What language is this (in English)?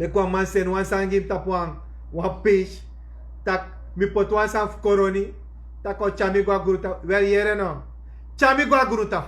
Sranan Tongo